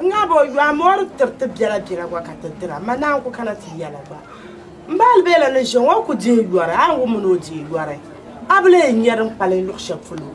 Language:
Dagbani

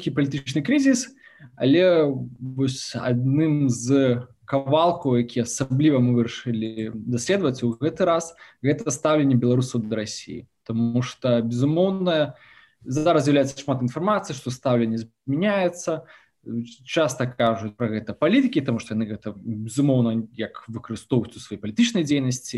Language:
Belarusian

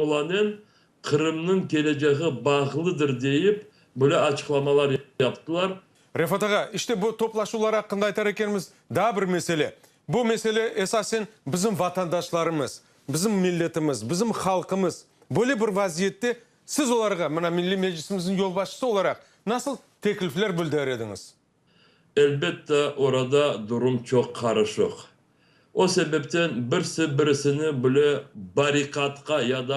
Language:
Crimean Tatar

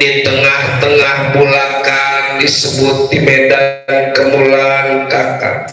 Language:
Betawi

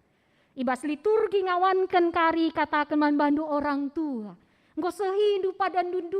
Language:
Batak Karo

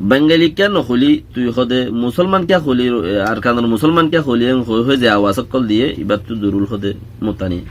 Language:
Rohingya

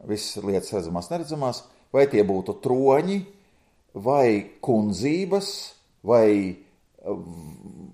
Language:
Latvian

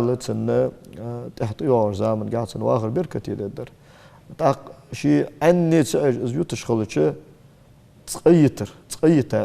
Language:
Ingush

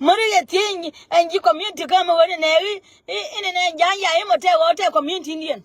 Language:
Nuer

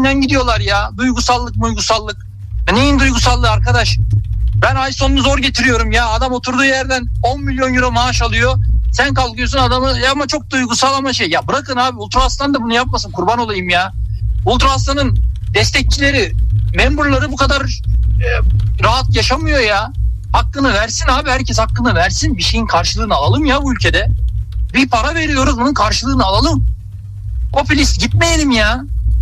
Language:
Turkish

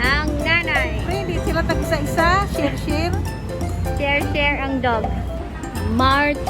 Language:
Hiligaynon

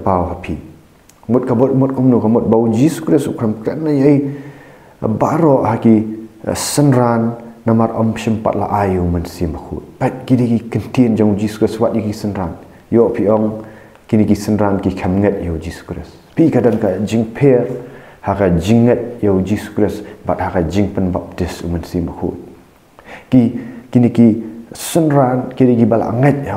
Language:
Khasi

